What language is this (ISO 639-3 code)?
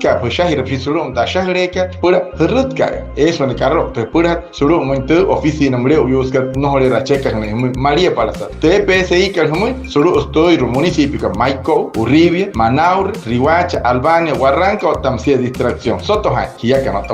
guc